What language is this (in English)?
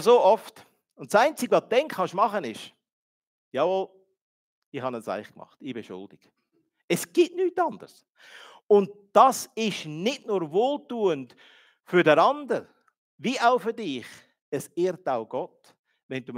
Swiss German